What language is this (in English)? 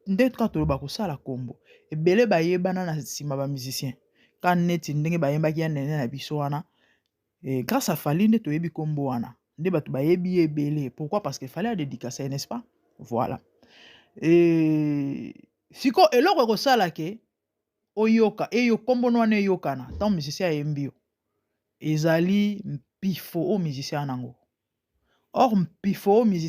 Lingala